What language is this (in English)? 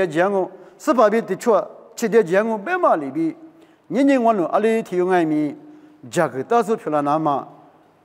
Lisu